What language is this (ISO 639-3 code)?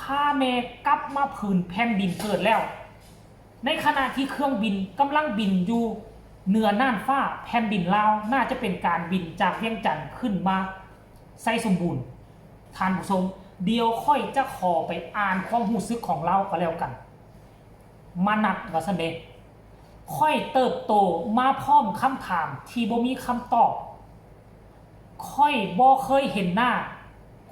lao